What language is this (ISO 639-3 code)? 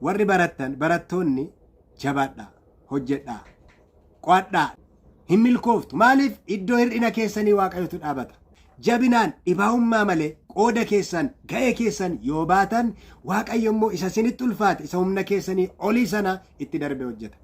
orm